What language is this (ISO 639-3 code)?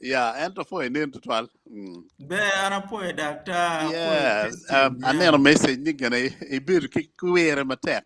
ach